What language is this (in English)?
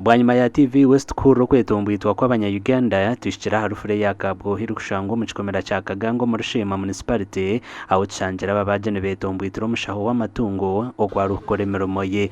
Nyankole